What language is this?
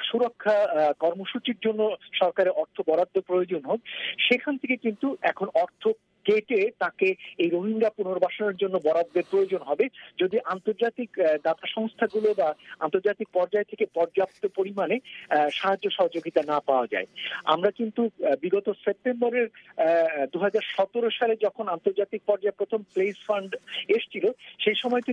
Bangla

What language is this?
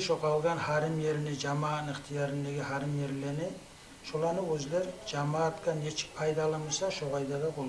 Kumyk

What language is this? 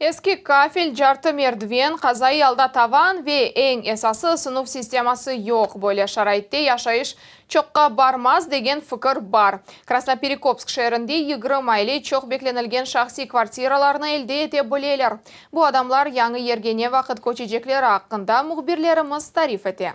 Crimean Tatar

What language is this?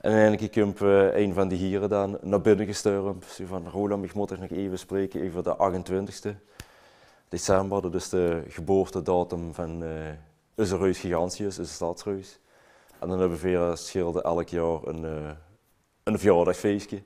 Limburgish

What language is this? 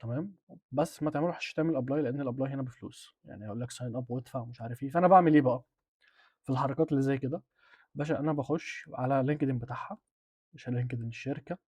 Egyptian Arabic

